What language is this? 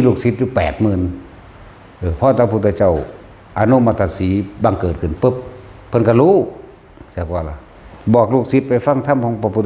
Northeastern Thai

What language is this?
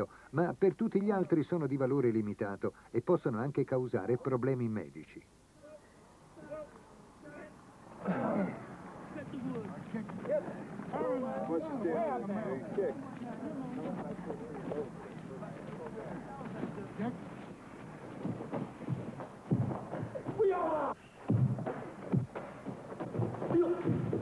Italian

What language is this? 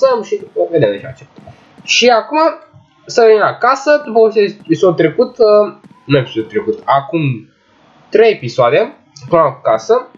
Romanian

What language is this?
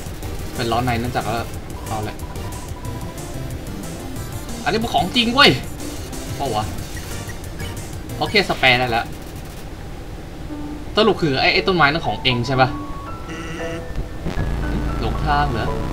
Thai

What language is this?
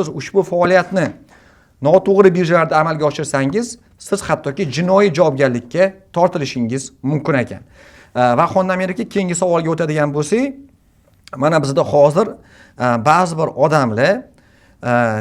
Uzbek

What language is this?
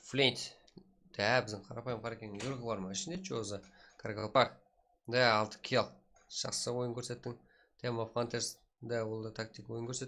Kara-Kalpak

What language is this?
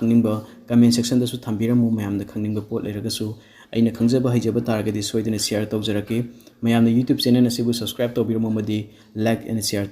Manipuri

